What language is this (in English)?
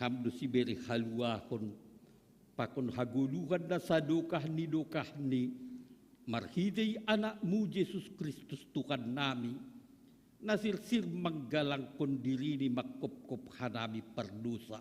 Batak Simalungun